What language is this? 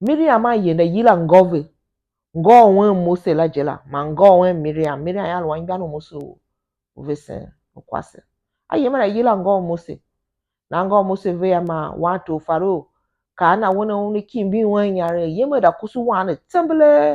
Tiv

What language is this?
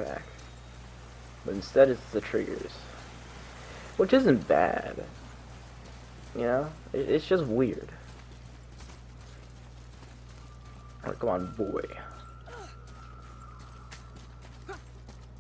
English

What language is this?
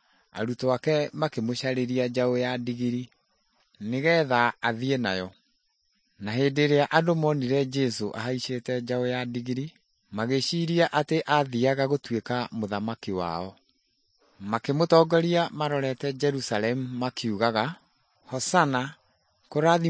Kikuyu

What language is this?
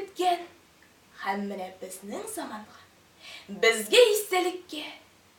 Tatar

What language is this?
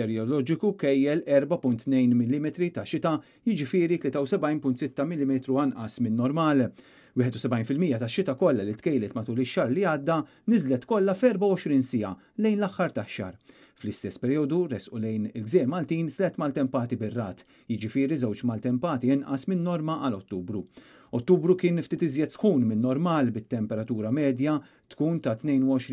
Maltese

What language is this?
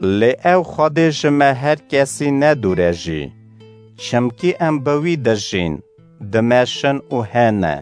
Kurdish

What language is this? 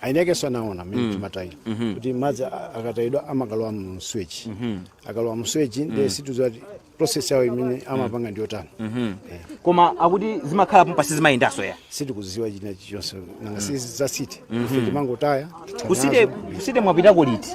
Nyanja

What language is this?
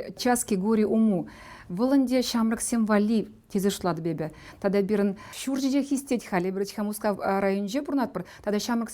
Chuvash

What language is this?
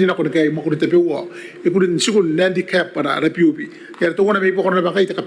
Gilbertese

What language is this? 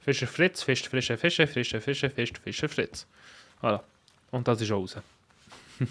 Swiss German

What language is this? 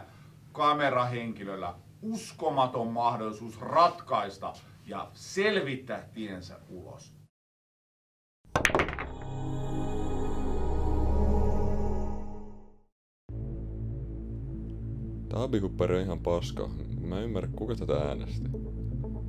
Finnish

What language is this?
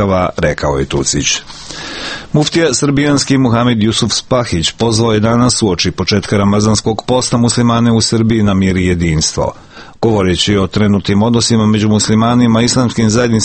Serbian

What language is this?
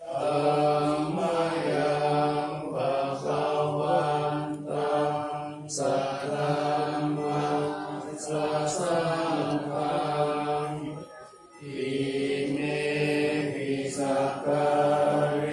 Pali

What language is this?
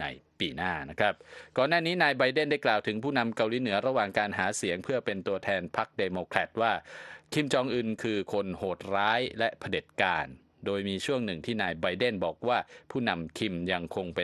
Thai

